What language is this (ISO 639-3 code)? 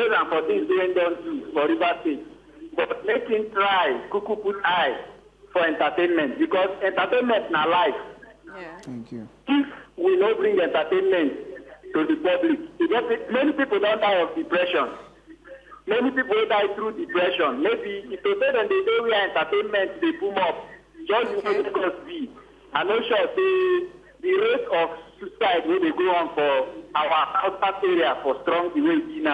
pcm